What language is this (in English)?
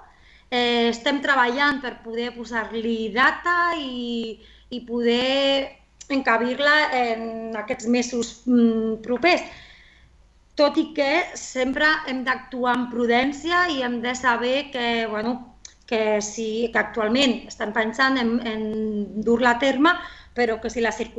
Catalan